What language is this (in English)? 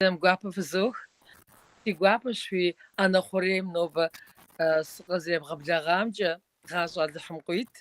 Kabardian